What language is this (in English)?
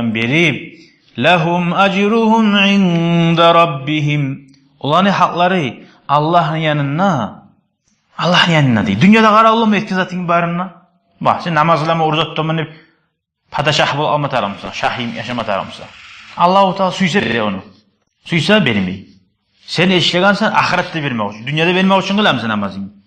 Kumyk